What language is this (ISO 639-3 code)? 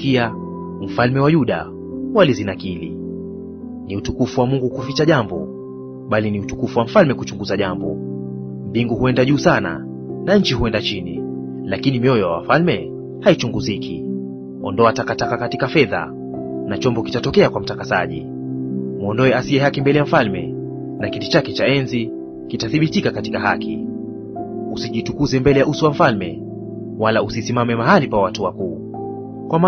swa